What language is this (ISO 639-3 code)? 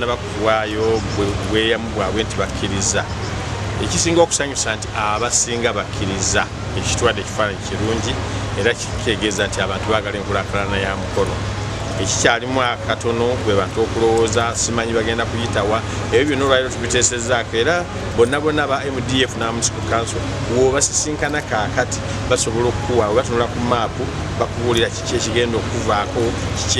lug